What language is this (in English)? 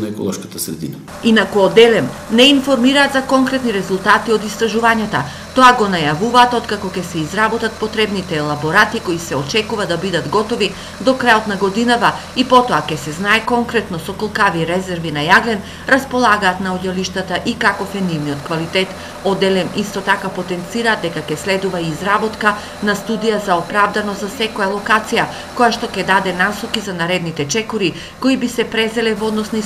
Macedonian